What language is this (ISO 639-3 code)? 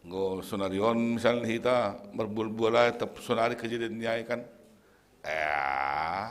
bts